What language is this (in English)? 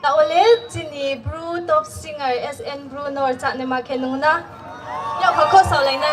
Riang (India)